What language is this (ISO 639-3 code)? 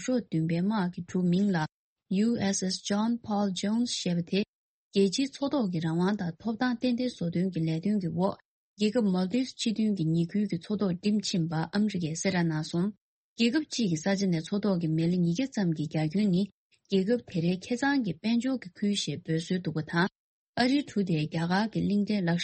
bod